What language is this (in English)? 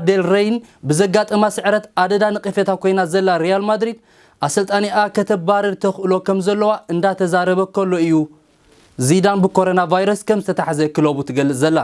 Tigrinya